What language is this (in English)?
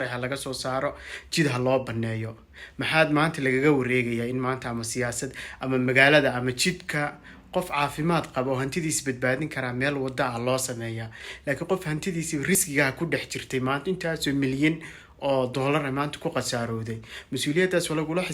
Somali